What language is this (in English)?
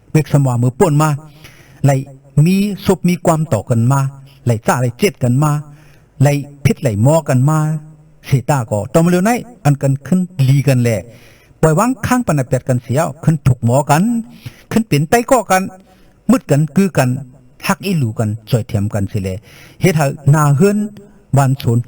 Shan